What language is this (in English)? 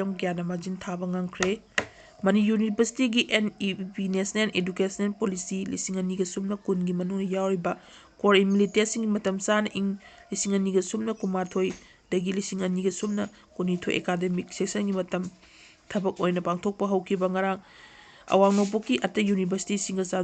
Manipuri